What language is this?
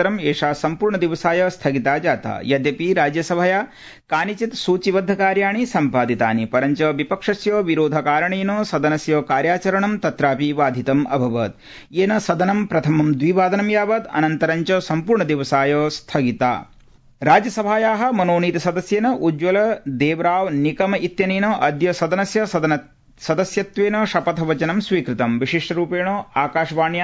Sanskrit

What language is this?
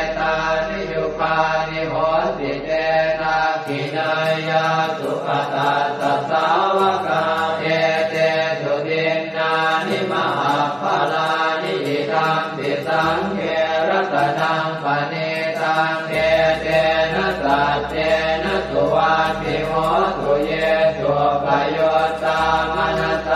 Pali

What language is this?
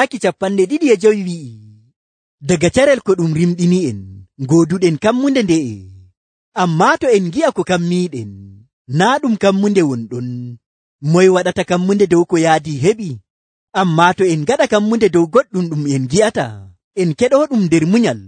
Nigerian Fulfulde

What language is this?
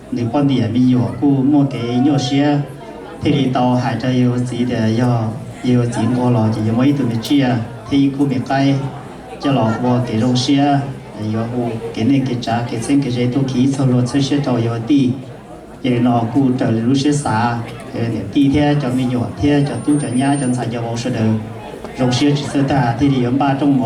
Hmong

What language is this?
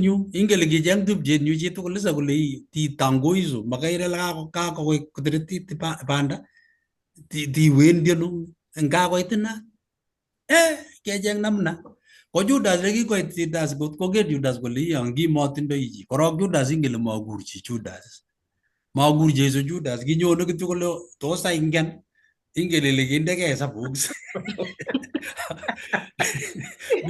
Kalenjin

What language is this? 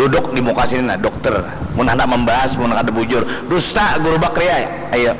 Banjar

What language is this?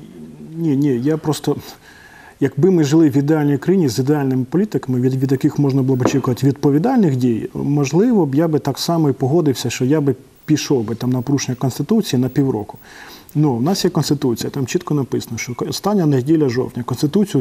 Ukrainian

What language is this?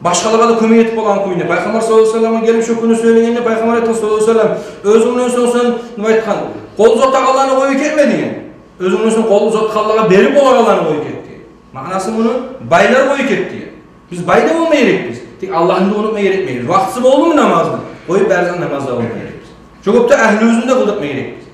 Kumyk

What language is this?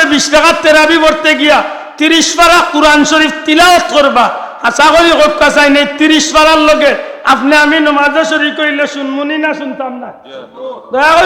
Sylheti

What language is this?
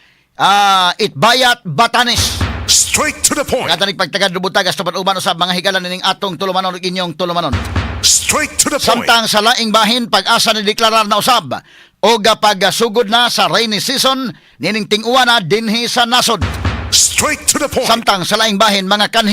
Cebuano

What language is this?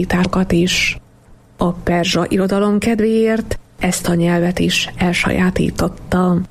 Hungarian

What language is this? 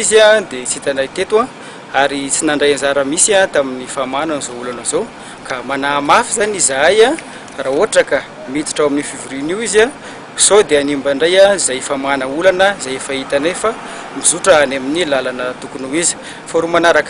Malagasy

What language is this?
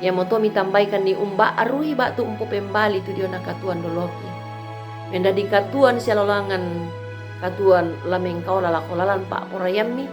Toraja-Sa'dan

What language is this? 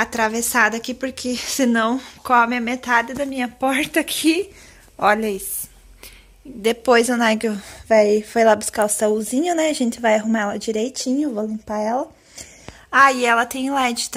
Portuguese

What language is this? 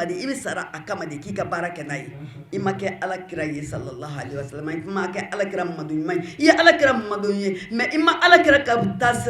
Bambara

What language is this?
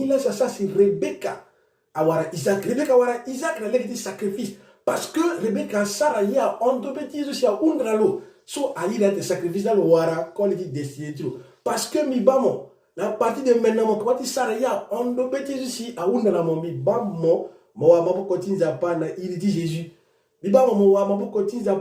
Sango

